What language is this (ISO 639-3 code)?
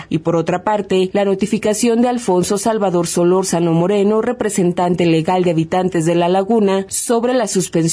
spa